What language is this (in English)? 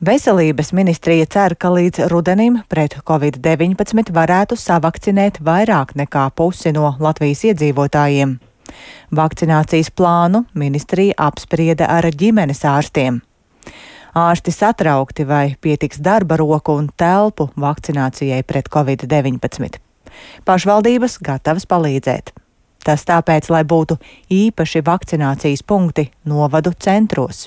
Latvian